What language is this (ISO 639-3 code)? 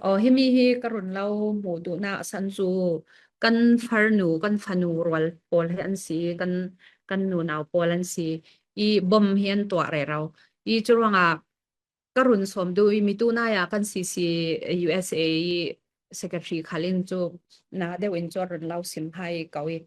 cfm